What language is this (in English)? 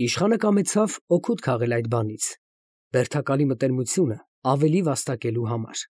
Armenian